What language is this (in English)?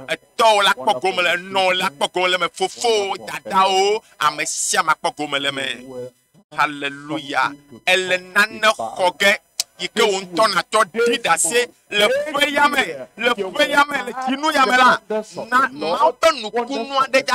Ewe